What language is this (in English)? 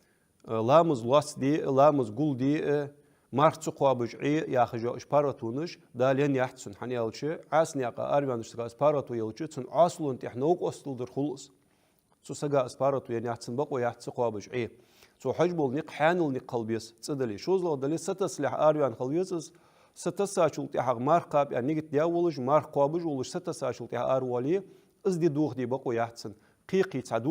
Ingush